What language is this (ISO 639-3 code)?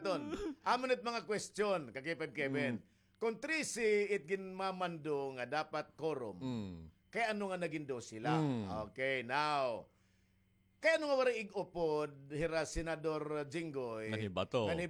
war